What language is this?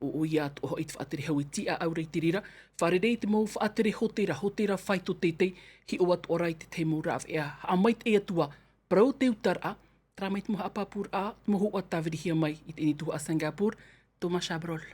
Tahitian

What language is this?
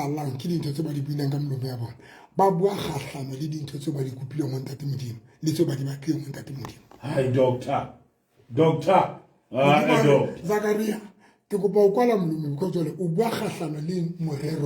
Southern Sotho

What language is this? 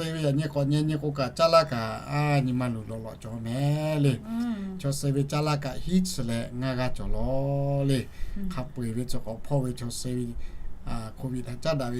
Lahu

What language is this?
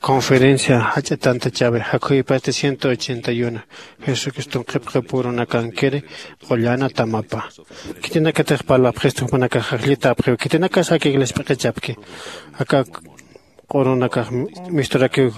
Aymara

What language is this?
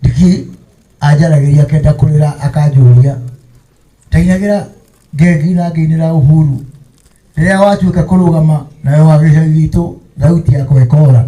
Kikuyu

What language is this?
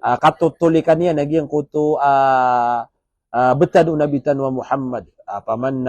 Maranao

